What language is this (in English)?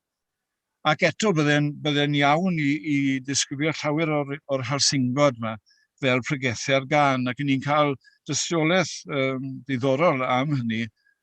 Welsh